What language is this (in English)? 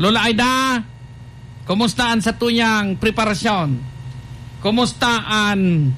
Bikol